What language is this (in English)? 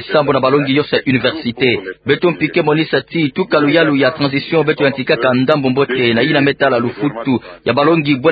Kituba (Democratic Republic of Congo)